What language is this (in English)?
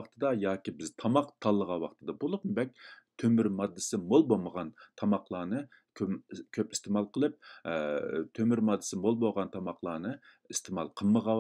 Uyghur